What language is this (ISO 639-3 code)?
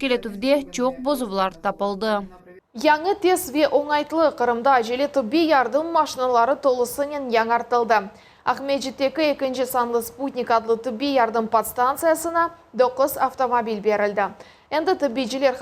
crh